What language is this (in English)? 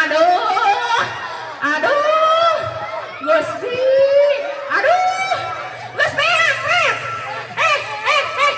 Sundanese